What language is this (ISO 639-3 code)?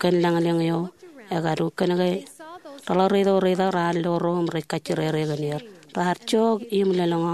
mah